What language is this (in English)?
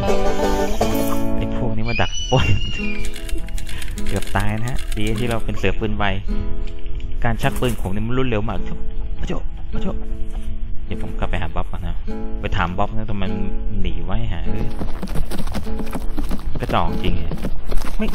Thai